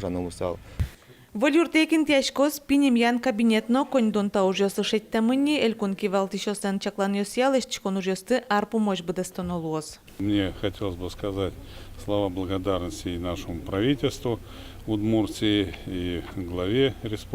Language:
Udmurt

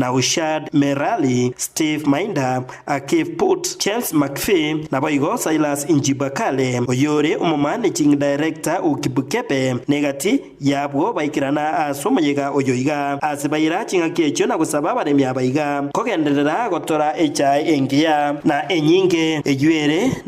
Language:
Gusii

